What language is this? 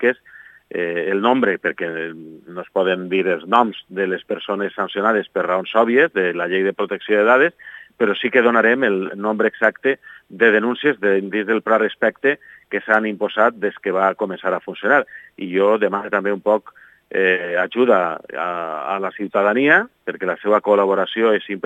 Catalan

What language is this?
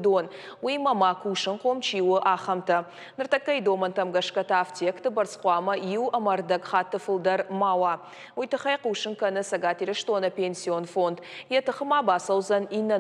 Ossetic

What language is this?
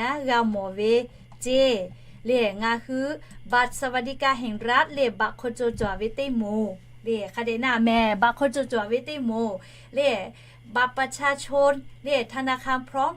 Lahu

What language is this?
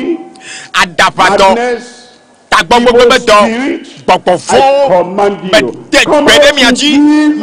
Ewe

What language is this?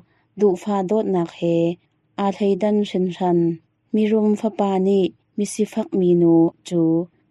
Hakha Chin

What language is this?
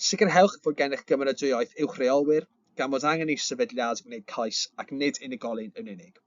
Welsh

